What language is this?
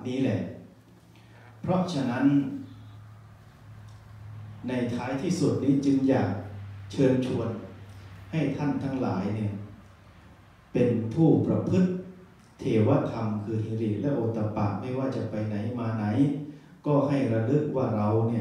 Thai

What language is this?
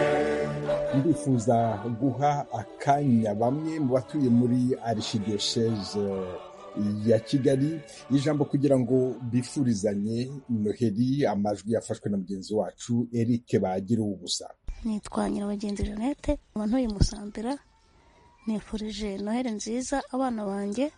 Kinyarwanda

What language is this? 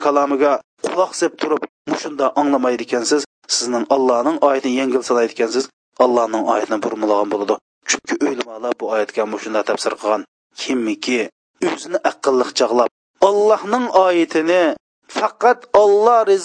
Uyghur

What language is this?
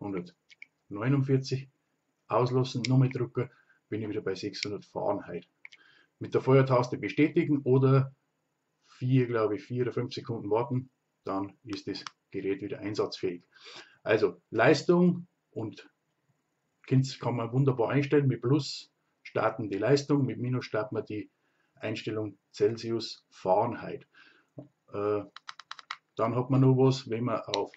Bavarian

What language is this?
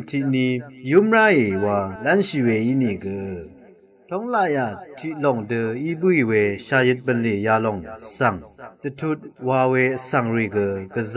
Rawang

